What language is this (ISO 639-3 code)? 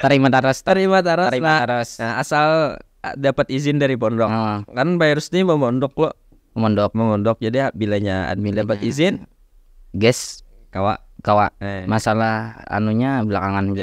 bjn